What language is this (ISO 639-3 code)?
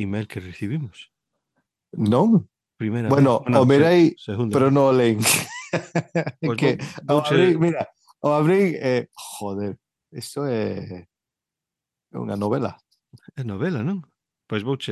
glg